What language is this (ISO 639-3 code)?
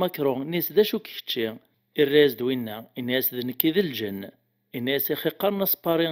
kab